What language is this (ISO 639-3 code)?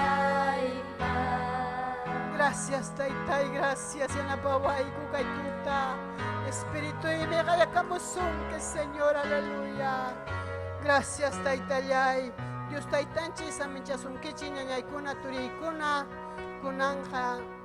quy